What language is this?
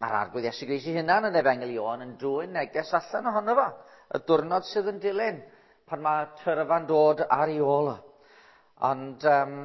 Welsh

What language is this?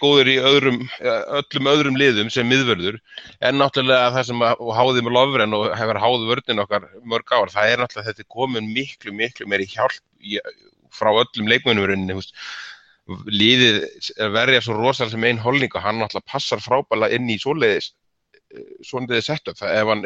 Icelandic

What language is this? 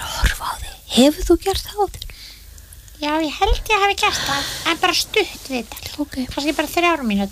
Icelandic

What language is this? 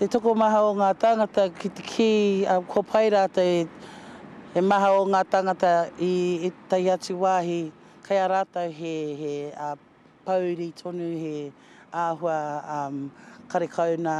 Māori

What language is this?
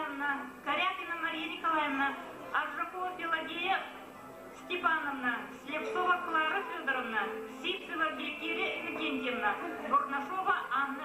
Yakut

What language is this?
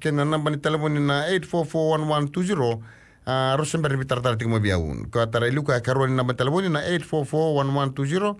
Fijian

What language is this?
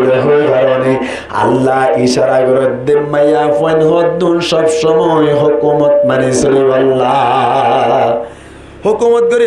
Rohingya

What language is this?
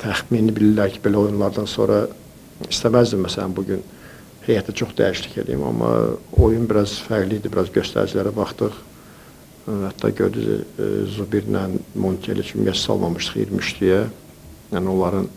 Azerbaijani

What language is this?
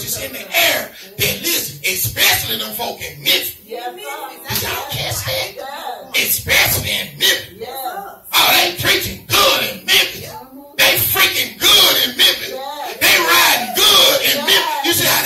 English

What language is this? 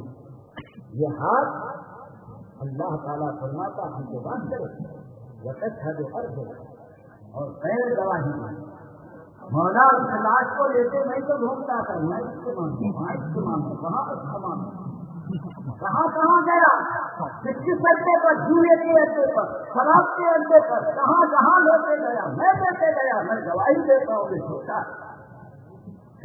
Urdu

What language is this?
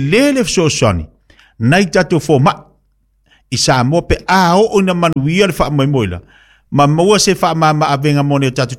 Samoan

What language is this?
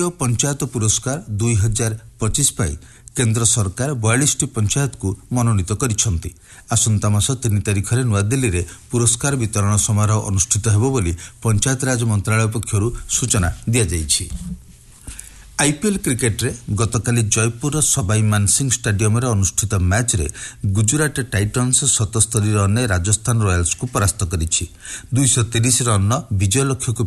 Odia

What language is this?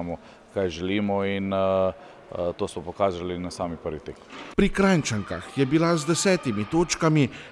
Slovenian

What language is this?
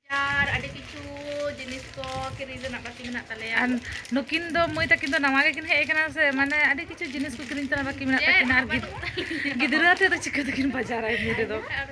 Santali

